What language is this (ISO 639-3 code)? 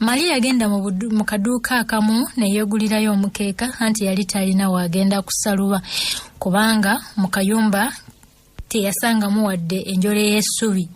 lug